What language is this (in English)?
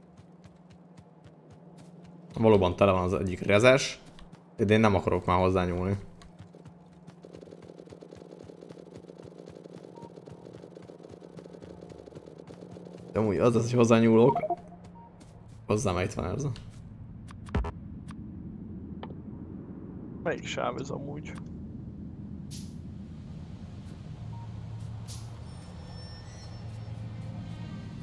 Hungarian